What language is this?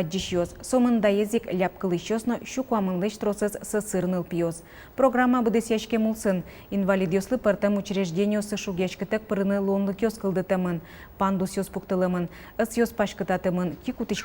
Udmurt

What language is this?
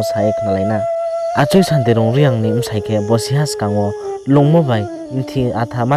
Riang (India)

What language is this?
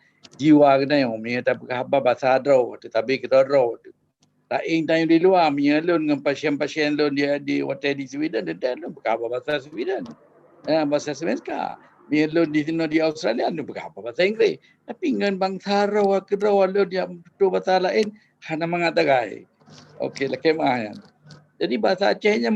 Achinese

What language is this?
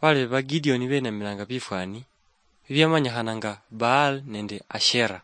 Luyia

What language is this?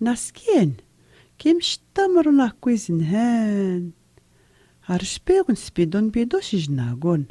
Atikamekw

